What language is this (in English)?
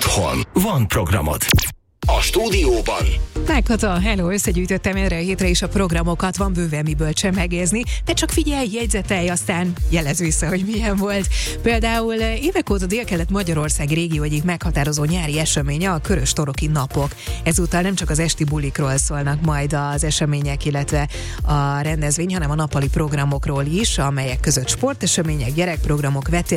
Hungarian